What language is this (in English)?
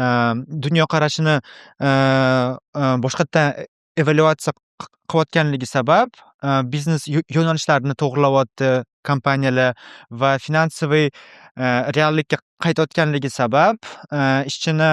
Uzbek